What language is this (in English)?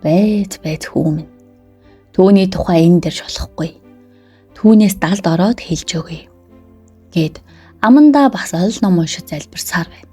Mongolian